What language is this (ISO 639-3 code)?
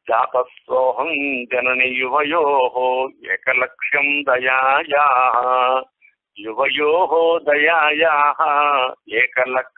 tam